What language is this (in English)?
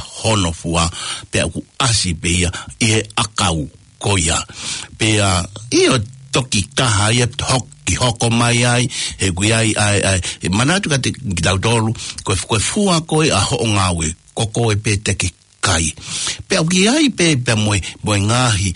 Tongan